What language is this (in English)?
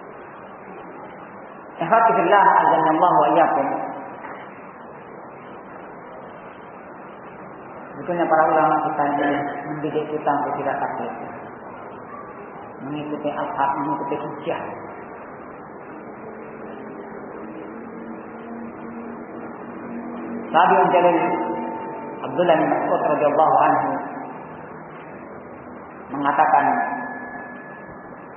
Indonesian